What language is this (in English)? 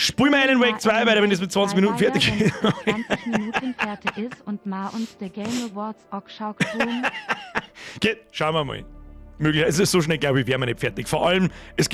Bavarian